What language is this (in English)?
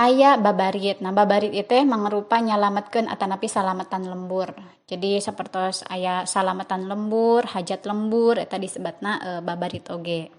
Sundanese